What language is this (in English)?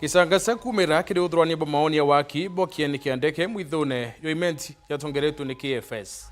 Meru